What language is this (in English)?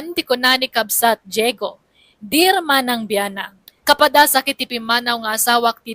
Iloko